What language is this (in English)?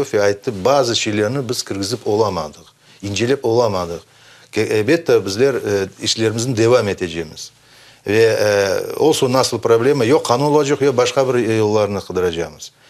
Crimean Tatar